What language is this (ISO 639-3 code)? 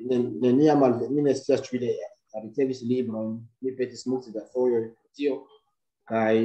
epo